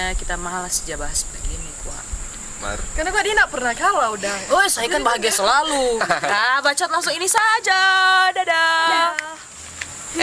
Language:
Manado Malay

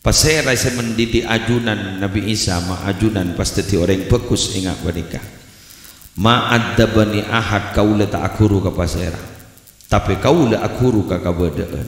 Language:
Madurese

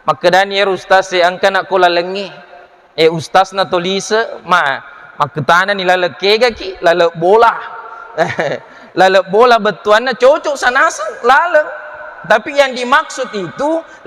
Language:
Buginese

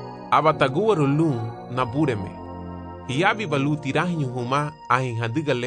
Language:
Garifuna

